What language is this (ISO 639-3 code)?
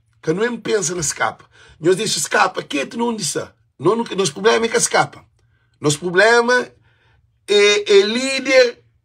kea